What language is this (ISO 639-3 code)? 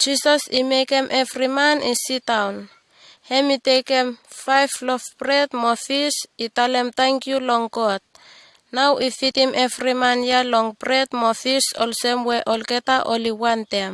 bis